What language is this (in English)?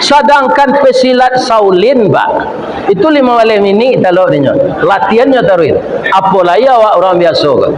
Minangkabau